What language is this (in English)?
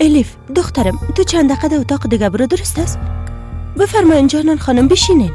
Persian